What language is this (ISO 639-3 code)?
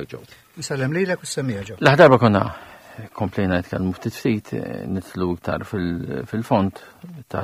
mlt